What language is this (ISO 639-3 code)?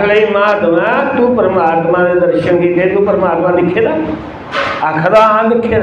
doi